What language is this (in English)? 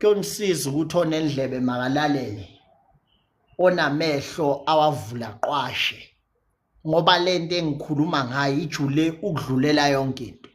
Zulu